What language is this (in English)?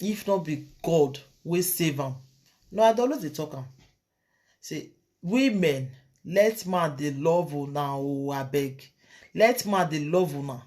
Nigerian Pidgin